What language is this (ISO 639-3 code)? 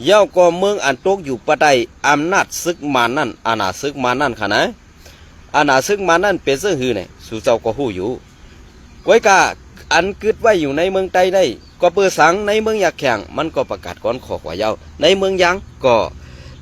shn